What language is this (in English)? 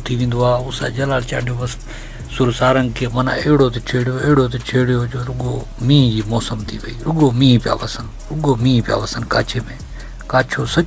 Sindhi